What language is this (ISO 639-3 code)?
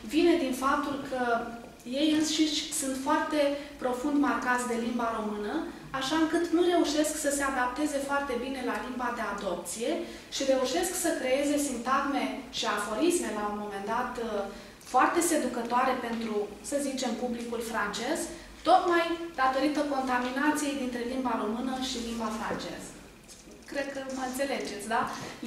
ron